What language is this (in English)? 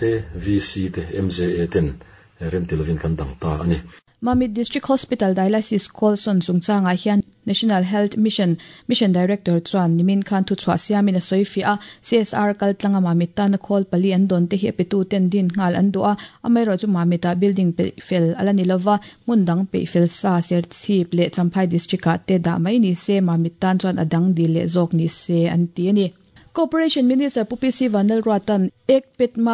Mizo